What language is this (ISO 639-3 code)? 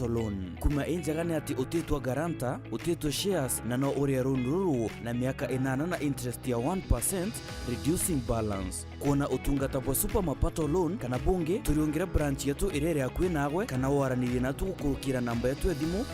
mer